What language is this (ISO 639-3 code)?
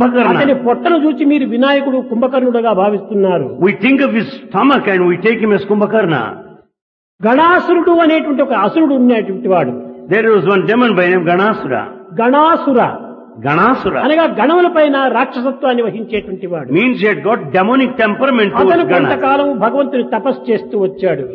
tel